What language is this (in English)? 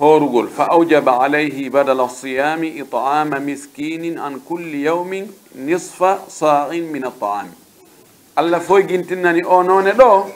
Pular